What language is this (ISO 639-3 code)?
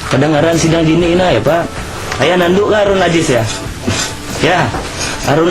bjn